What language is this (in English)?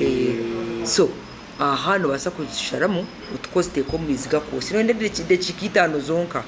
Nyankole